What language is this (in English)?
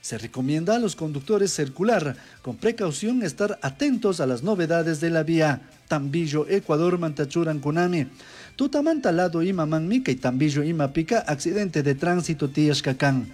Chimborazo Highland Quichua